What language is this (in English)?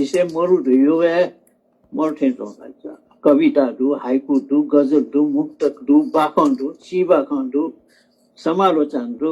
Newari